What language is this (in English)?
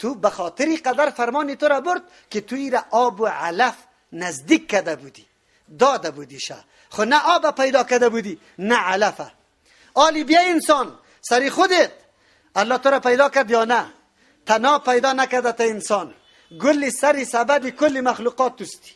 Persian